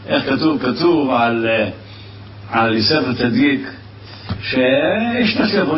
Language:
Hebrew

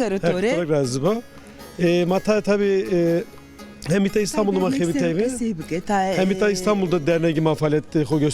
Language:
Zaza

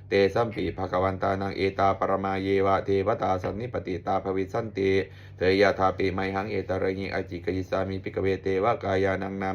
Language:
Pali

